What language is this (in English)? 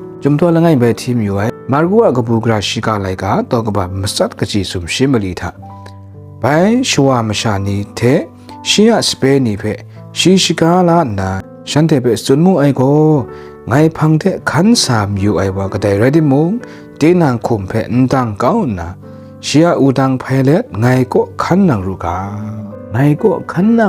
Kachin